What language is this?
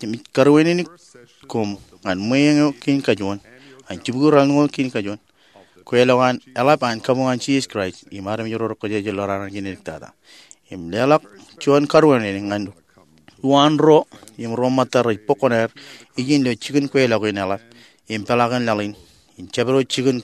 Marshallese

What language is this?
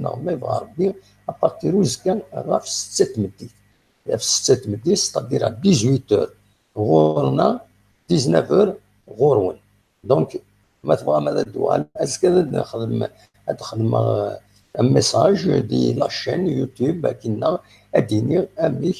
Kabyle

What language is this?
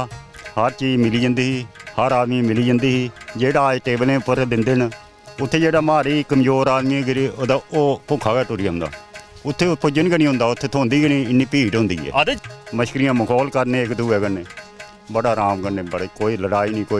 Dogri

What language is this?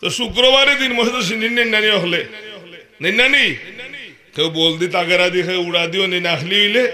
Sylheti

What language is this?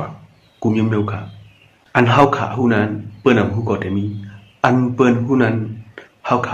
Shan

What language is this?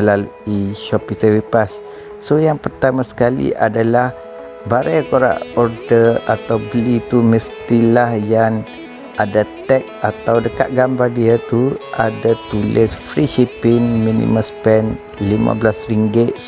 Malay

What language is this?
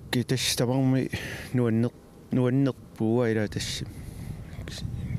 Kalaallisut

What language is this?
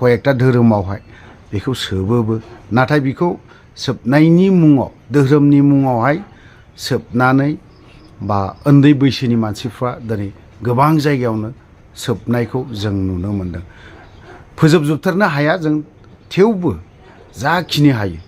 Bodo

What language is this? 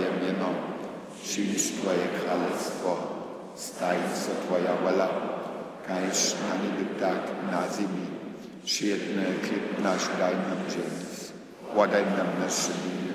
Upper Sorbian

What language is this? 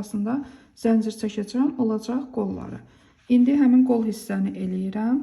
Azerbaijani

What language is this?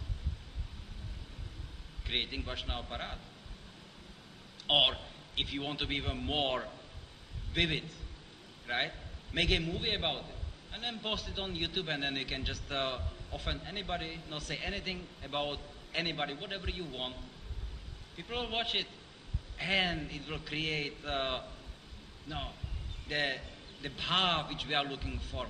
English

